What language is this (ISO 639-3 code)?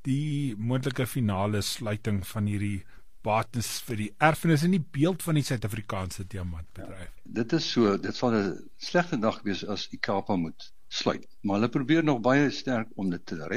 afr